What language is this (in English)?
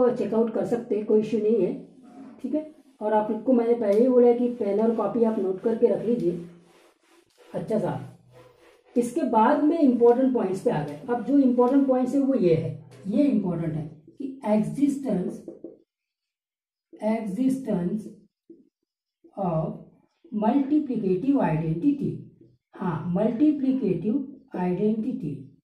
Hindi